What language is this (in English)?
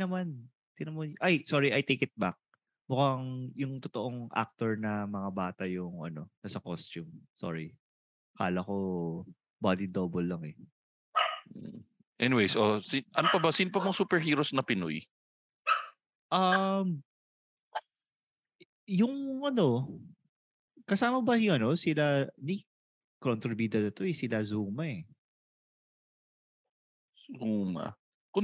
Filipino